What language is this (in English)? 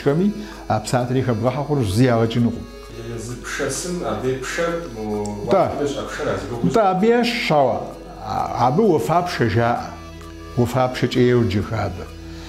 Kabardian